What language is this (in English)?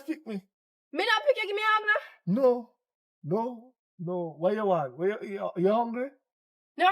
Jamaican Creole English